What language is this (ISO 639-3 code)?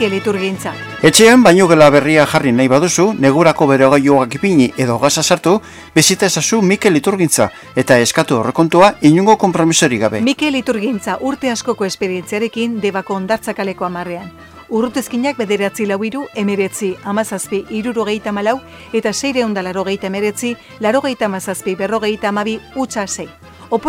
eus